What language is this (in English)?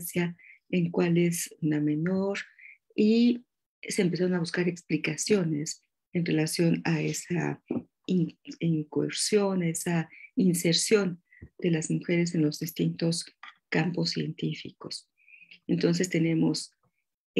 Spanish